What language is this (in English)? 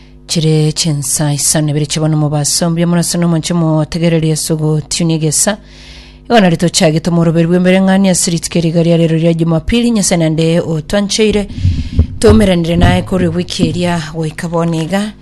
Gusii